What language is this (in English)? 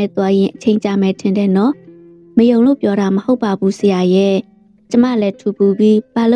Burmese